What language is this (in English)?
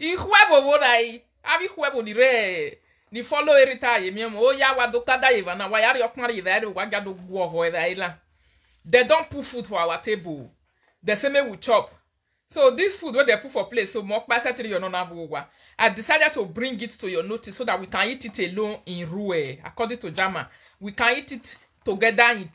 Nigerian Pidgin